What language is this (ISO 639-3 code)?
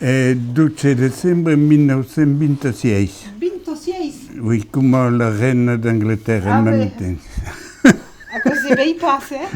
oci